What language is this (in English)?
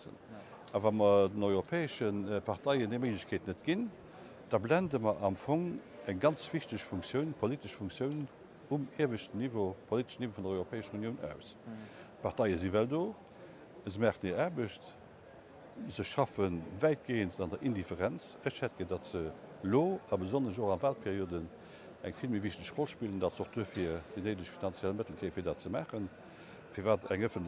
Luxembourgish